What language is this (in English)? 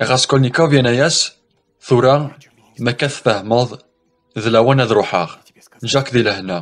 Kabyle